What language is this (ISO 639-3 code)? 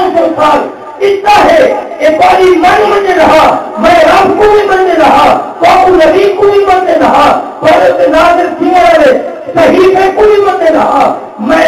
skr